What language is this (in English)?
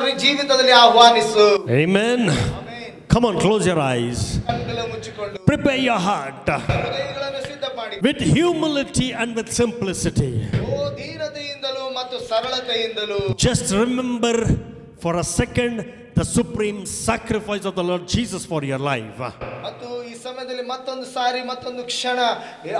Kannada